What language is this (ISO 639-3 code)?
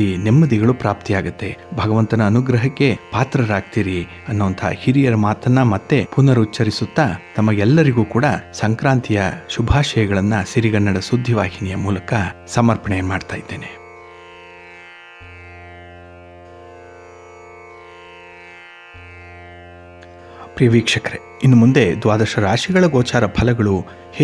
kan